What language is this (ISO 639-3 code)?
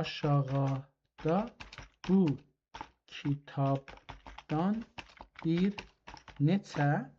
azb